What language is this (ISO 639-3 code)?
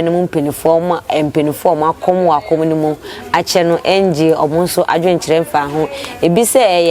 aka